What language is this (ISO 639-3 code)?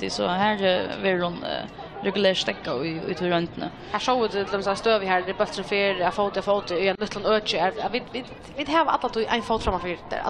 fao